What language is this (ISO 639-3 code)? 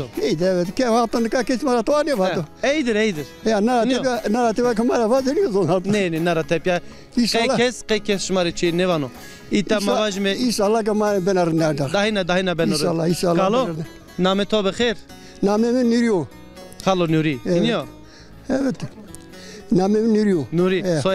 zza